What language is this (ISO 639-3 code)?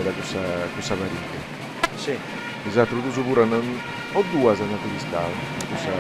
srd